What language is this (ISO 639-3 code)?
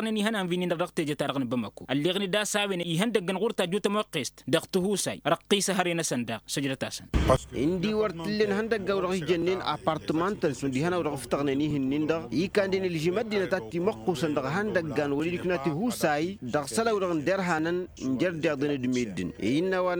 taq